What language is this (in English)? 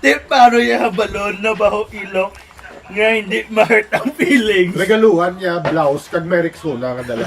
Hiligaynon